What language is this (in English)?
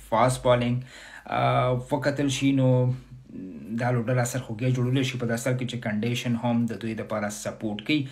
Pashto